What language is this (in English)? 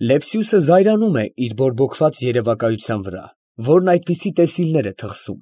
Armenian